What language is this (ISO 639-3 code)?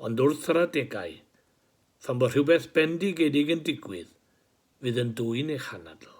cym